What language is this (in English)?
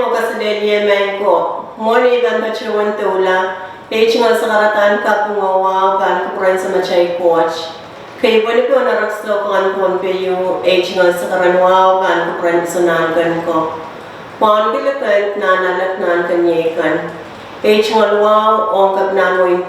Pohnpeian